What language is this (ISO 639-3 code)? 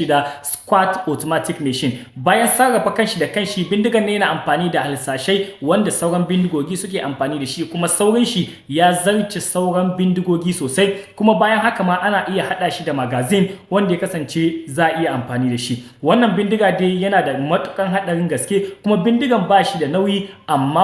hau